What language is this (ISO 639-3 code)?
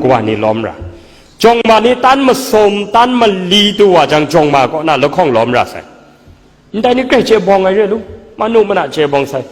kac